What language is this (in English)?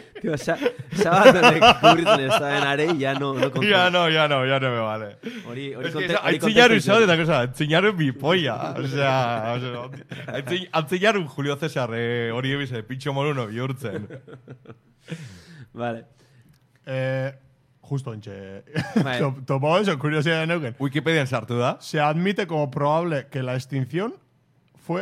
Basque